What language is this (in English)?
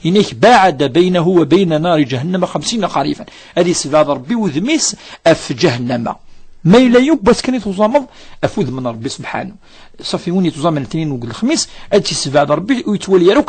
Kabyle